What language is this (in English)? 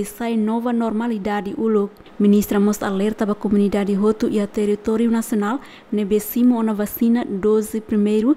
Tetum